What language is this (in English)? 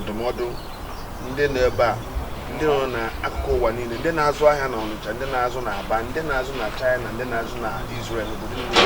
Igbo